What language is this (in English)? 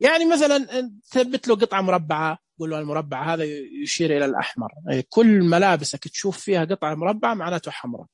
Najdi Arabic